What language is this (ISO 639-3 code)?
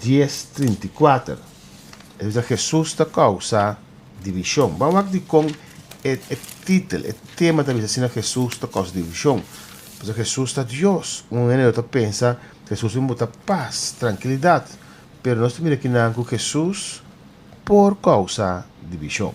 pap